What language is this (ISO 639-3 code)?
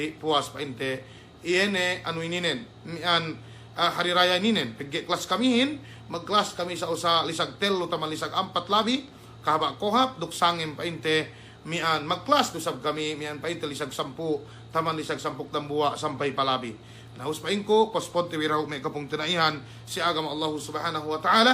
yka